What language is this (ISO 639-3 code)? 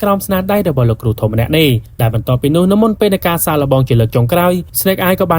khm